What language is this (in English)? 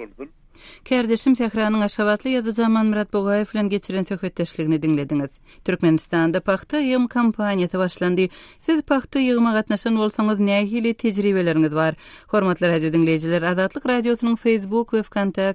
Turkmen